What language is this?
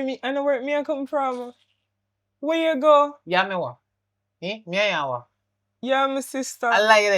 Jamaican Creole English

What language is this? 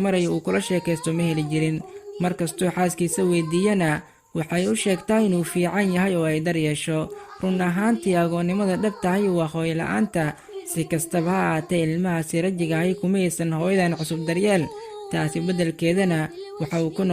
Somali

